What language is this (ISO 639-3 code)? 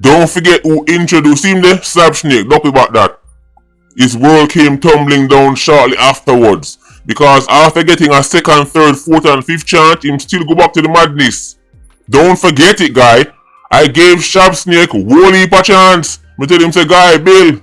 jam